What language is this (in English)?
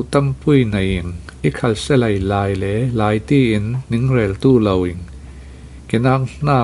Falam Chin